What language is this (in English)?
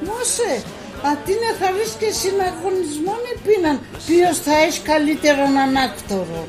Pontic